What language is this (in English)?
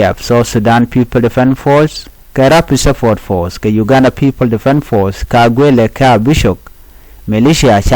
Nuer